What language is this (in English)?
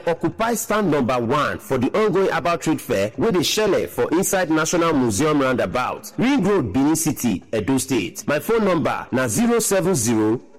Nigerian Pidgin